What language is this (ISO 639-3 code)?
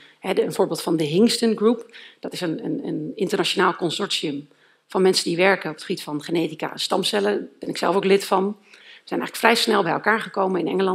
nld